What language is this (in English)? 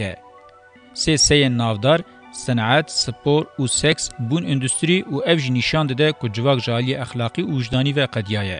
Kurdish